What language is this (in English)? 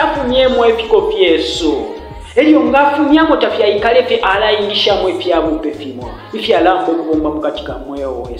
Bemba